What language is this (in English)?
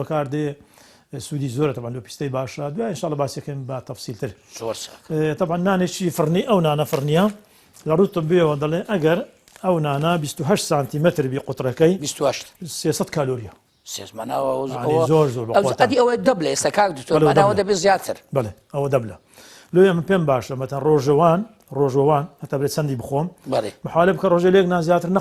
Central Kurdish